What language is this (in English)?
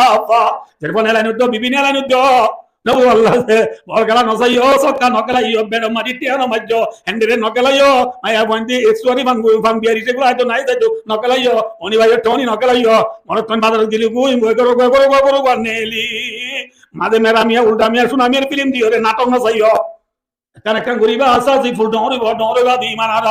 Rohingya